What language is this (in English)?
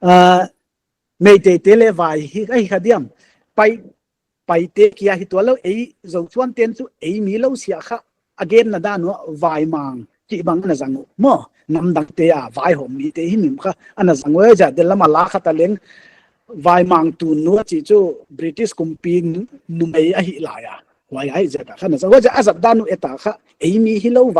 Paite Chin